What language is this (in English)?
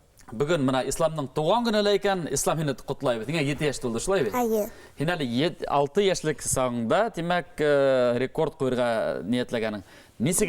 Bashkir